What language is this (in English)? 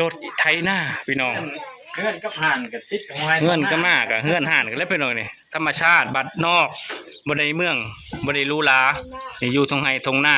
Lao